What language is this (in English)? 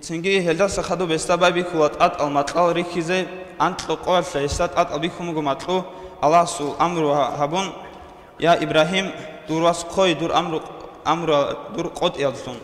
Avaric